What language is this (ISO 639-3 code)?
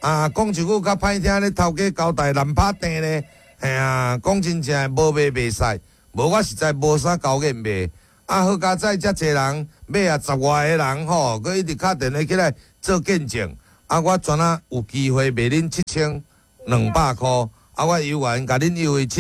nan